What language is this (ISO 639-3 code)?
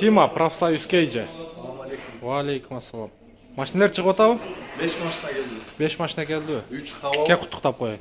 kir